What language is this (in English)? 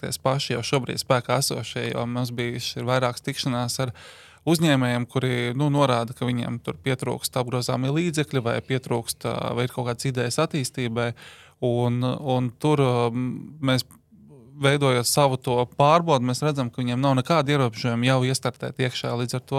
Latvian